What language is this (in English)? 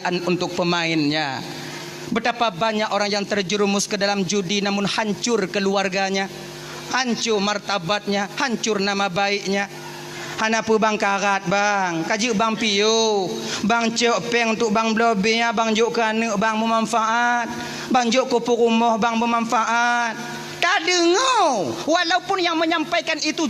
Achinese